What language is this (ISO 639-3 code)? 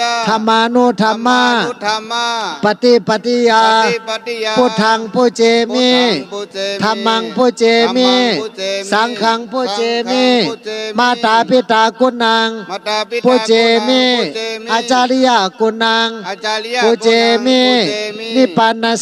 shn